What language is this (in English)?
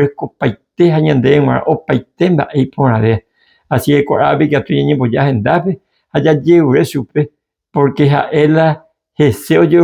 Guarani